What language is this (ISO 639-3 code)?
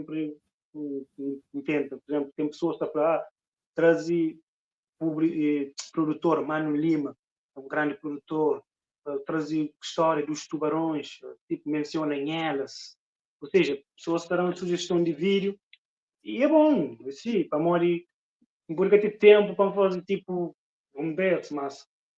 kea